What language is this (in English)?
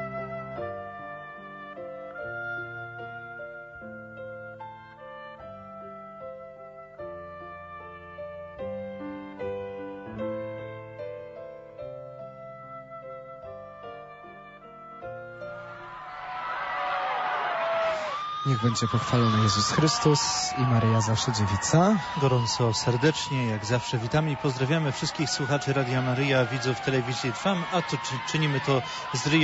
Polish